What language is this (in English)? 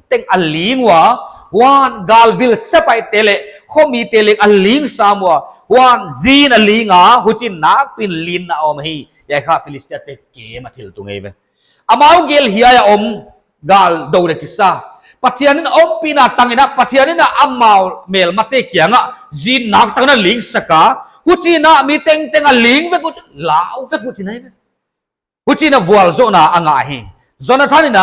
Paite Chin